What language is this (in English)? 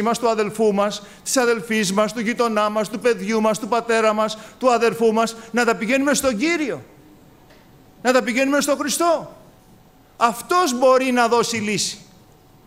Greek